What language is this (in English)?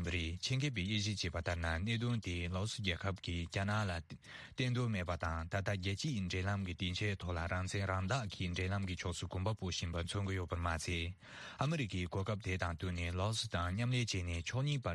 Tibetan